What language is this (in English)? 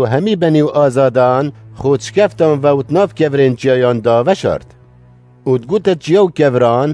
Kurdish